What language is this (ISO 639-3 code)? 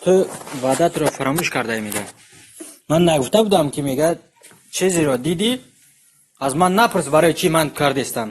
tgk